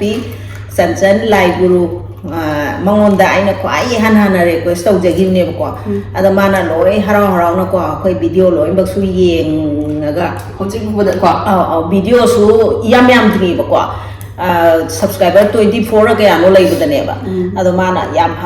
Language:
Manipuri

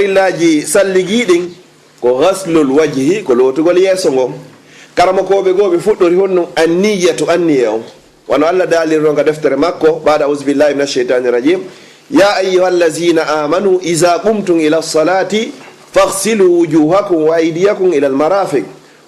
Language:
Fula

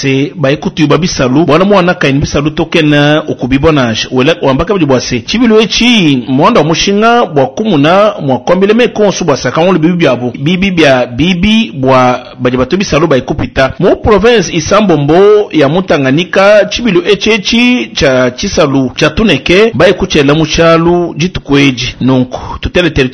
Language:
Luba-Lulua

